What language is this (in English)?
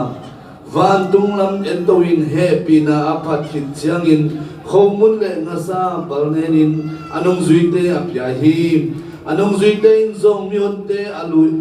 Tedim Chin